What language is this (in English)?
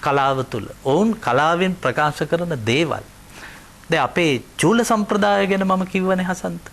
Sinhala